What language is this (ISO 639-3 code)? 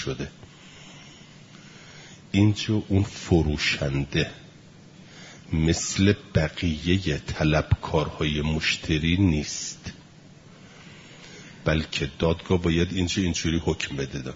fas